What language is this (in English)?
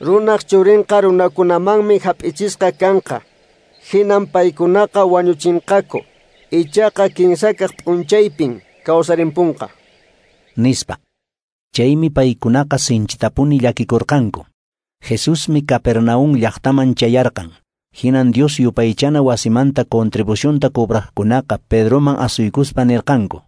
Quechua